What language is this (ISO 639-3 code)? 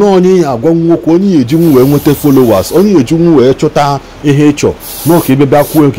ibo